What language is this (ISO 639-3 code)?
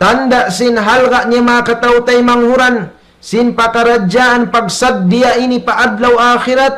tsg